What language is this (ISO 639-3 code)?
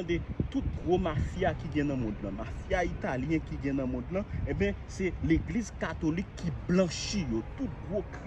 hat